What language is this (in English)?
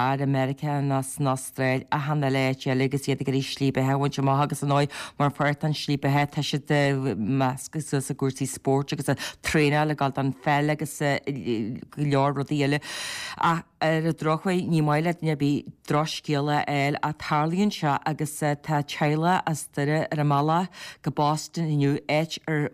Irish